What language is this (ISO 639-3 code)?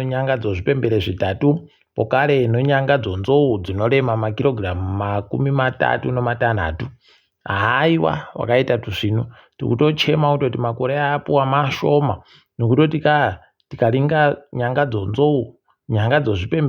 ndc